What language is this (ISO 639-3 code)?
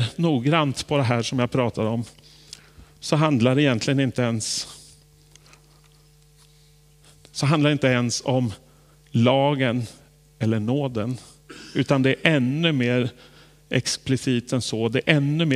swe